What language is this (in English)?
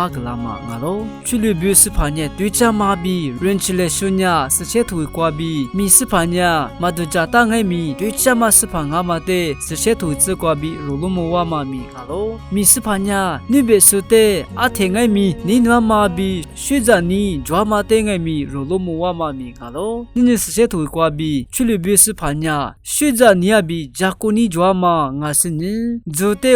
Lisu